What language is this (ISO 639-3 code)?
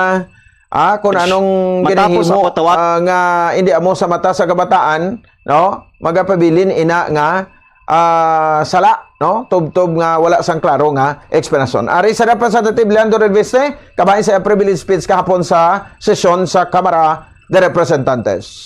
hil